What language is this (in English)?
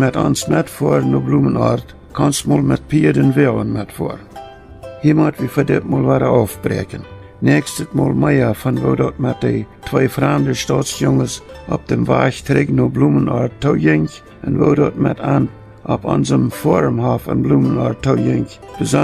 Plautdietsch